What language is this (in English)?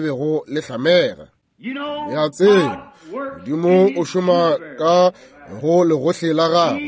Northern Sotho